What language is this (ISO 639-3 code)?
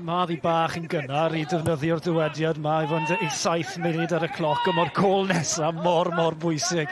cym